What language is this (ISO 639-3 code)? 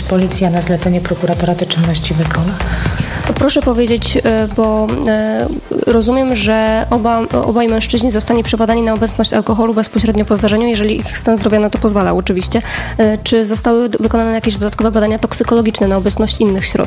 pol